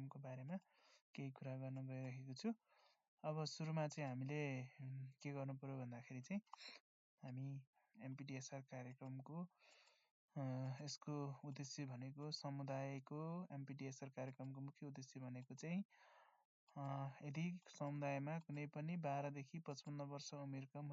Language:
Nepali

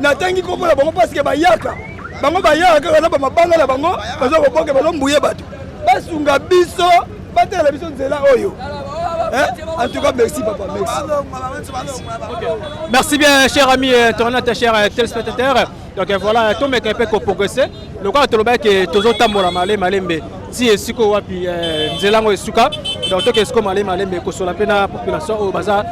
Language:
Lingala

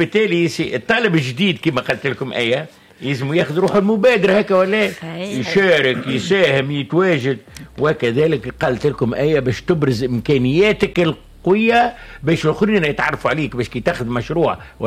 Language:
Tunisian Arabic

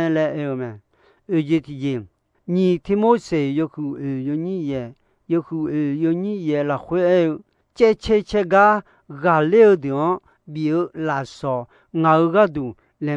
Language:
Akha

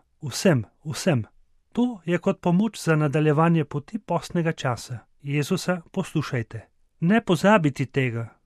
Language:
Slovenian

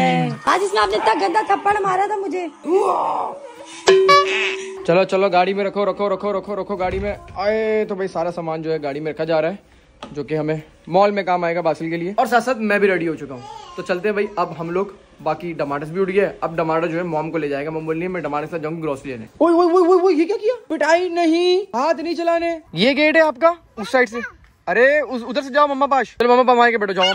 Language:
Hindi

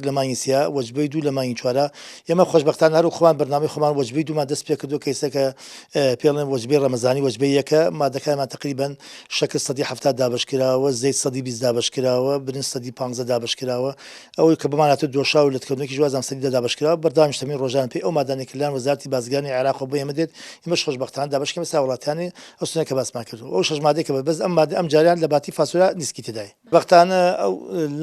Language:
Central Kurdish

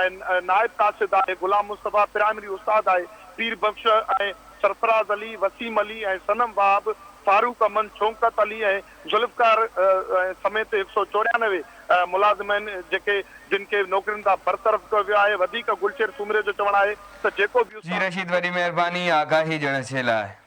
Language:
Sindhi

